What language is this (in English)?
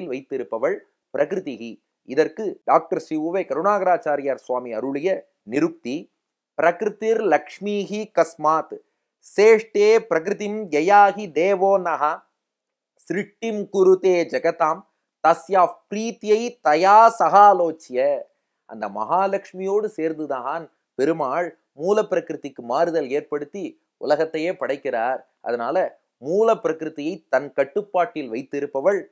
Tamil